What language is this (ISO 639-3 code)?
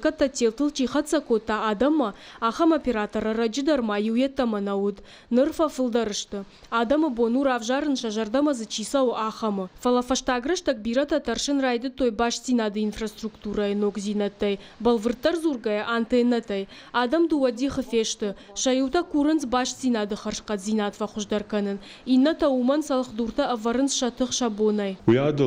oss